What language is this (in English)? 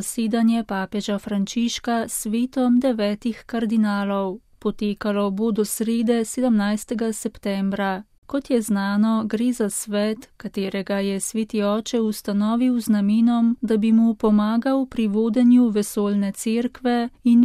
Slovenian